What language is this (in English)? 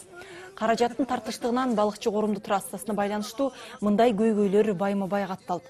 Kyrgyz